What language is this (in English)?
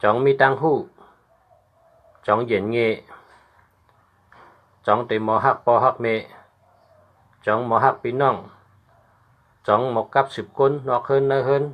Shan